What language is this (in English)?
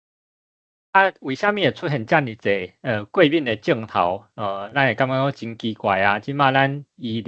Min Nan Chinese